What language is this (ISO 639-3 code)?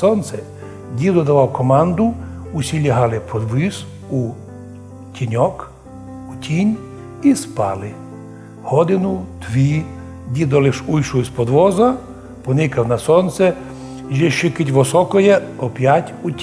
rue